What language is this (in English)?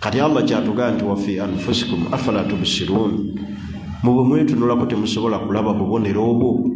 Ganda